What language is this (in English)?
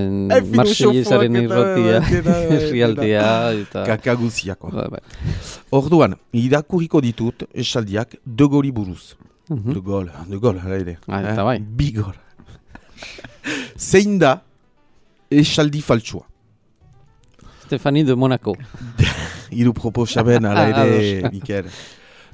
Basque